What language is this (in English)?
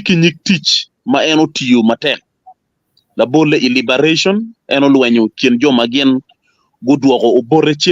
Acoli